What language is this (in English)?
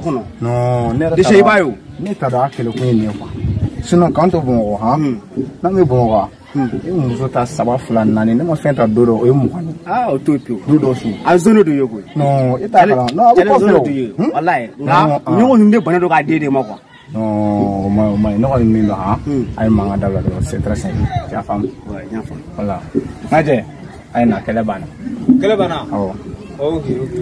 Bambara